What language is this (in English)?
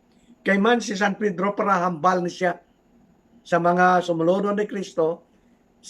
Hiligaynon